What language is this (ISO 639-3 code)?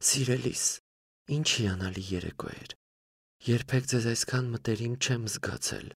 hye